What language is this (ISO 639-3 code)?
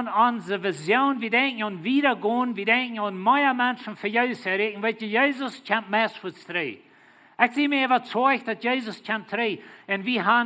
pdt